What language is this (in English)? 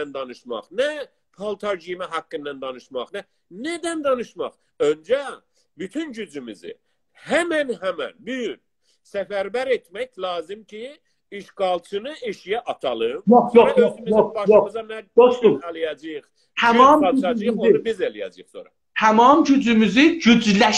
South Azerbaijani